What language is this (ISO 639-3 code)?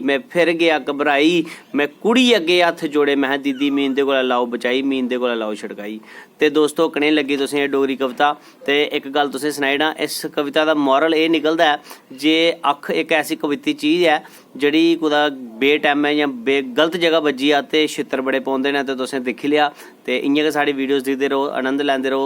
doi